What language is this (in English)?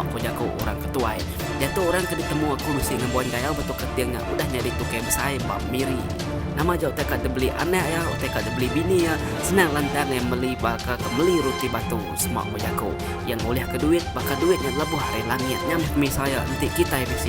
Iban